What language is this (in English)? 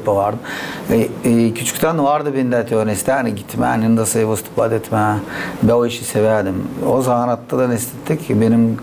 Gagauz